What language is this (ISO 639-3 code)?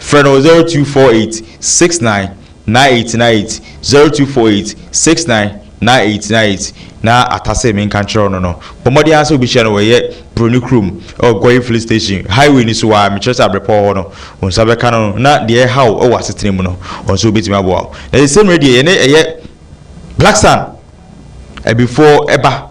aka